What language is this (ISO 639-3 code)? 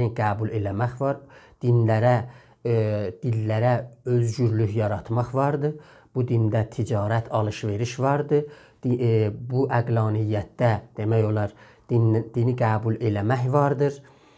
azb